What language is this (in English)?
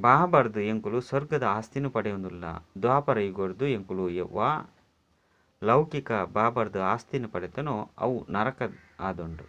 Tulu